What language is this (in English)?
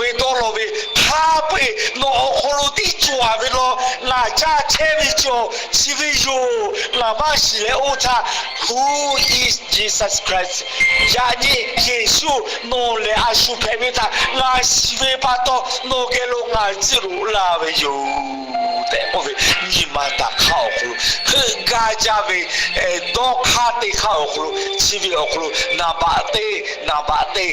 Lahu